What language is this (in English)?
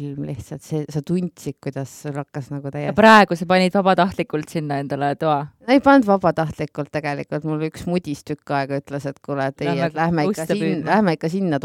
Estonian